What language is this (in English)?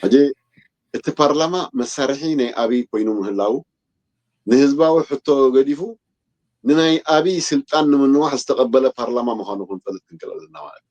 Tigrinya